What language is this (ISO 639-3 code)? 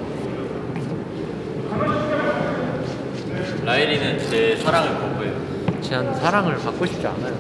kor